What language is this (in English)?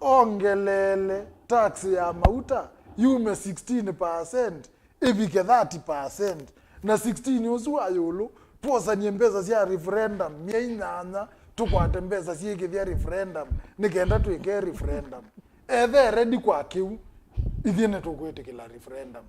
Kamba